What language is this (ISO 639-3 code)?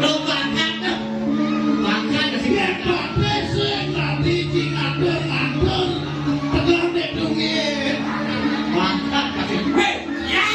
ban